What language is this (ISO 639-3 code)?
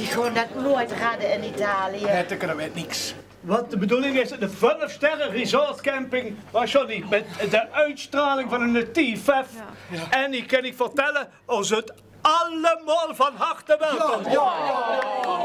lim